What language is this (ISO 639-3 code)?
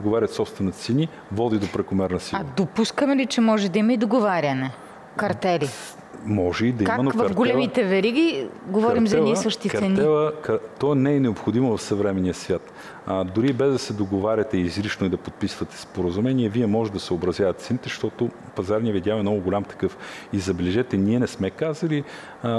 bul